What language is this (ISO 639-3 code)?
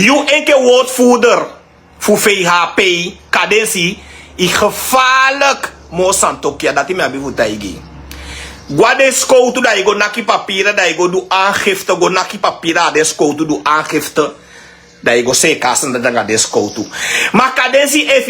srn